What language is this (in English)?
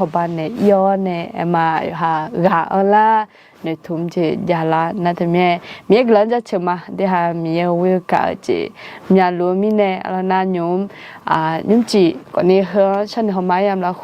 Akha